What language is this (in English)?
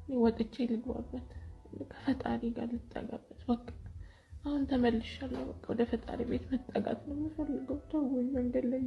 Amharic